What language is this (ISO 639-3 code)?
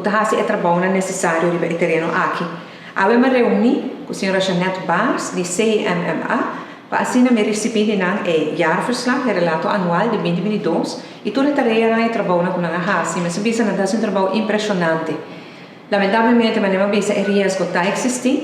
pap